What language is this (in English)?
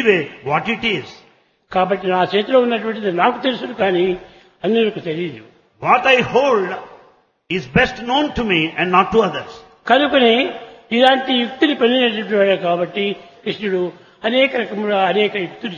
Telugu